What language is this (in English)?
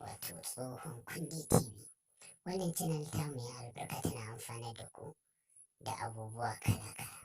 Hausa